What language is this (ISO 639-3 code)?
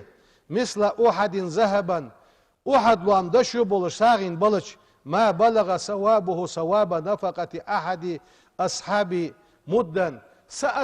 inh